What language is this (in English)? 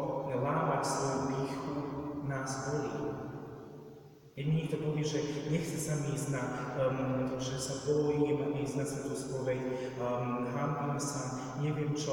Slovak